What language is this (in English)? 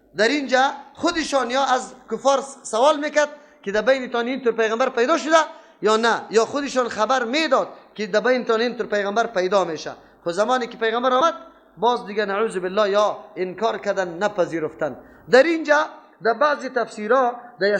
Persian